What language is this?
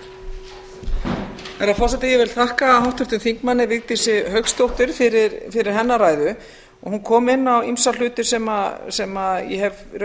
Icelandic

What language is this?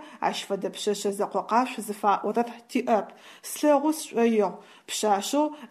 Adyghe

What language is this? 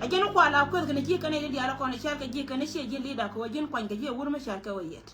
Nuer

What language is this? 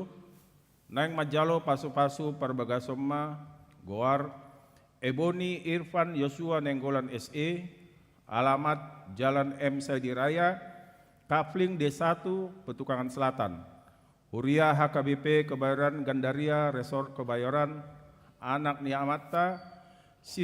Batak Toba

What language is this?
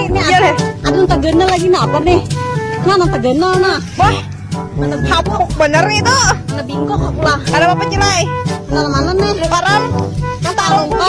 Banjar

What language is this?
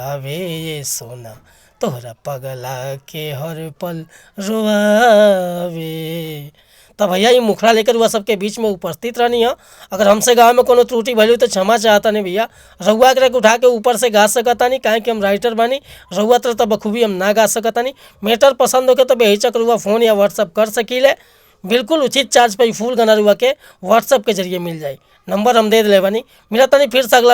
Bhojpuri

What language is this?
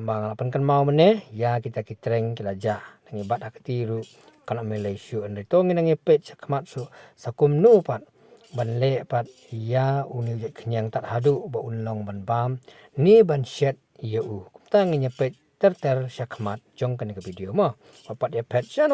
Khasi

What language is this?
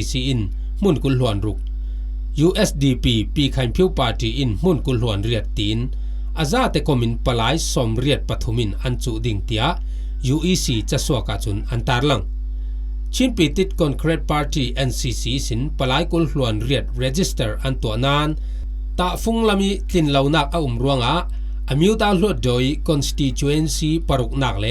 Falam Chin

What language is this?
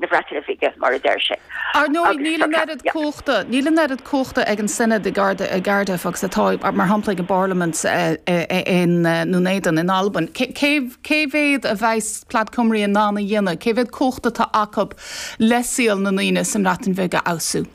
Irish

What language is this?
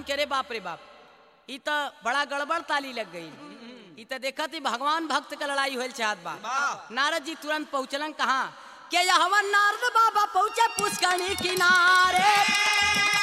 Bhojpuri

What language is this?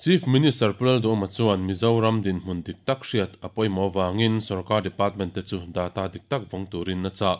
Mizo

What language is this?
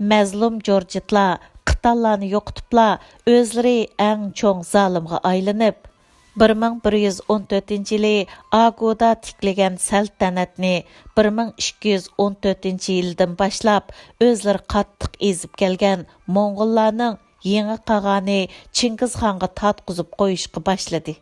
Uyghur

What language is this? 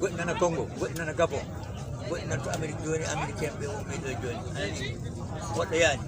Fula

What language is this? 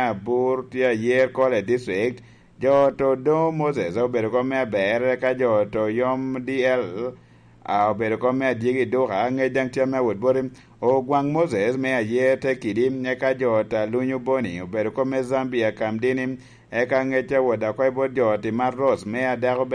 Lango (Uganda)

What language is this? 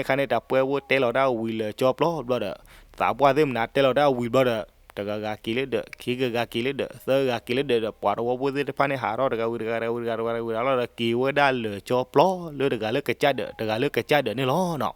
S'gaw Karen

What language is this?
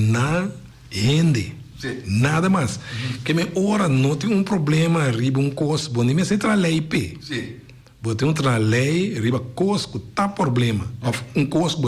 Papiamento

